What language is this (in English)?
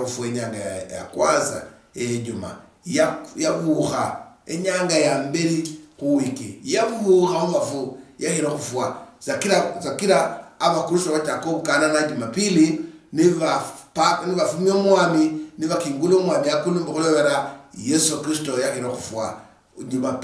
Luyia